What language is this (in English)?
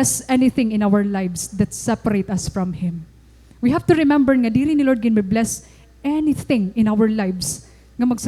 Waray